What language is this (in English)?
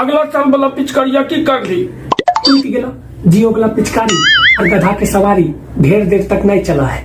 Magahi